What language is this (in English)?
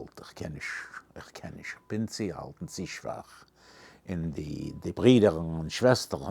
Yiddish